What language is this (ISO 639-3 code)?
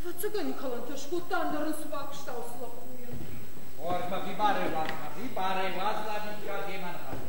oss